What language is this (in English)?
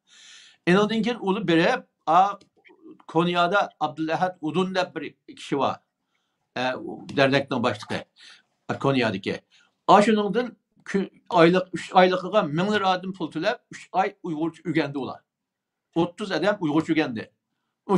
Uyghur